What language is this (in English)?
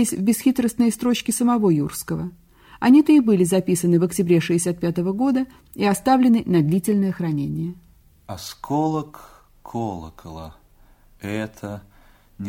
Russian